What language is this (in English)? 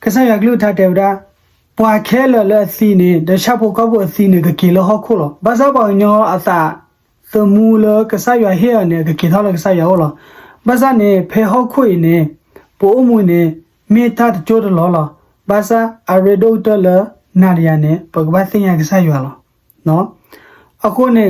S'gaw Karen